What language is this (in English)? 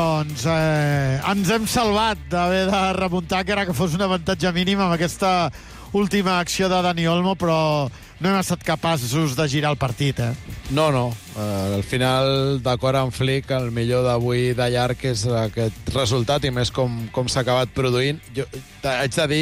Catalan